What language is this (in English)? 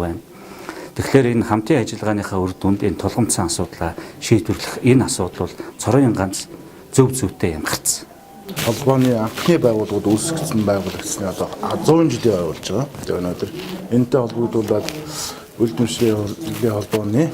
Mongolian